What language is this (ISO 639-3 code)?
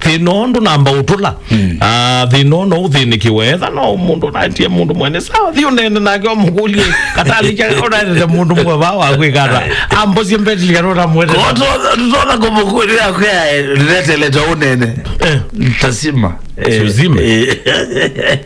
kam